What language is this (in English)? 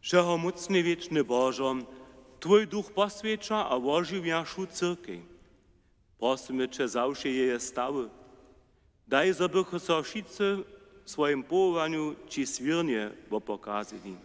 Upper Sorbian